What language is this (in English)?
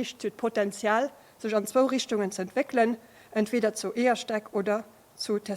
Luxembourgish